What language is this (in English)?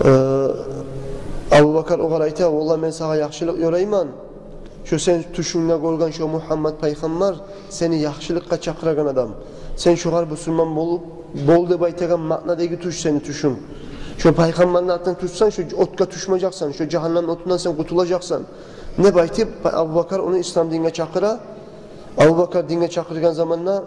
Kumyk